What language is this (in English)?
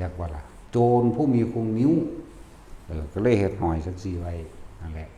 Northeastern Thai